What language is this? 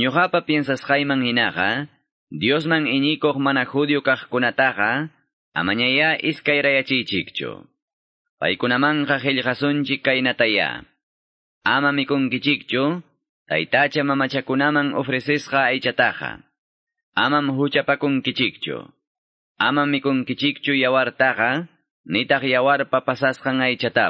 Quechua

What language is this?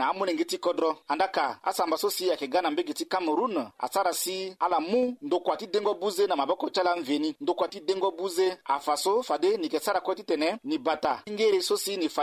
Sango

